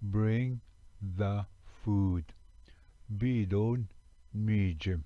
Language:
Ojibwa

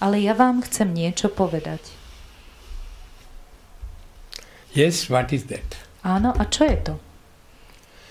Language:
Slovak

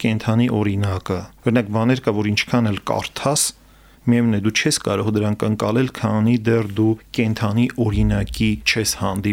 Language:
Armenian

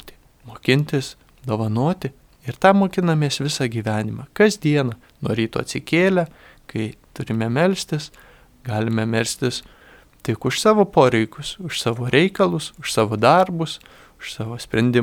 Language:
Lithuanian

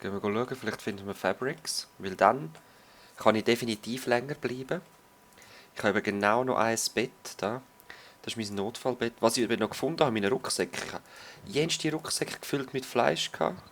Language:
Swiss German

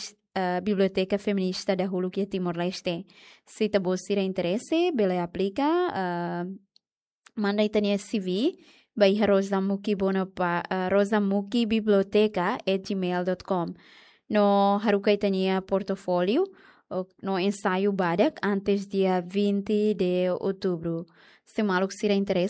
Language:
Tetum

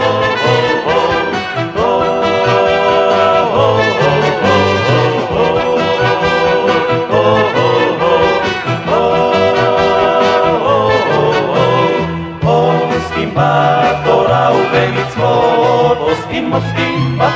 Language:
Hebrew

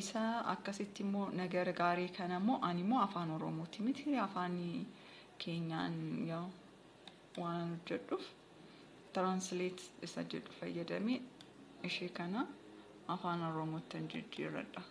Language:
Oromo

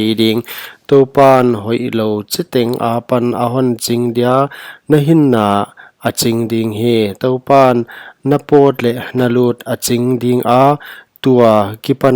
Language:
Paite Chin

